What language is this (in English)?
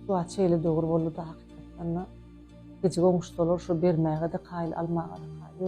Turkmen